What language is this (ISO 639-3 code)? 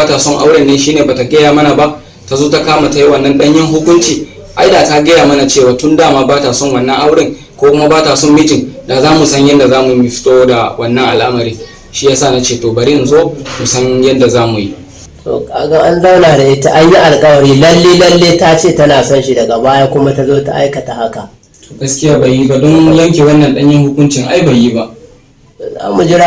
hau